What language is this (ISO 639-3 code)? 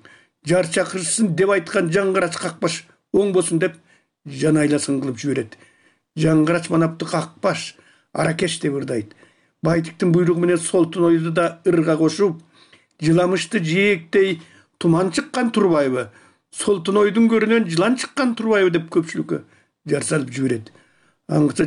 kir